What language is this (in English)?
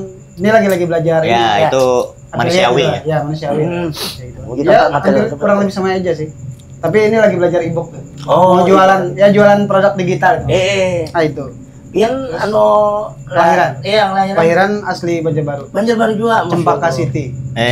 Banjar